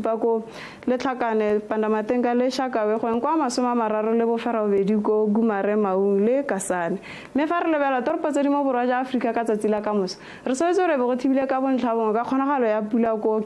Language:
Tswana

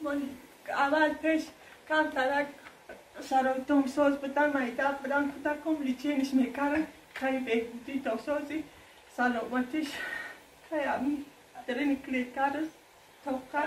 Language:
Tajik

